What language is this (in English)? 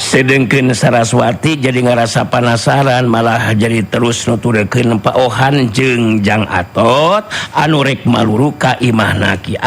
Sundanese